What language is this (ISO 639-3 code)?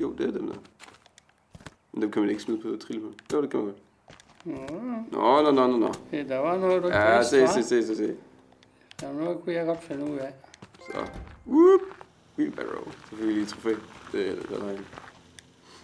dan